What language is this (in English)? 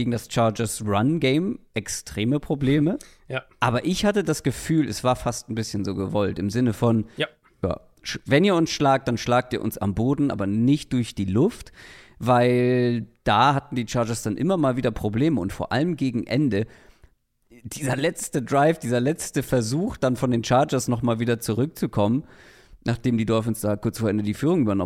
German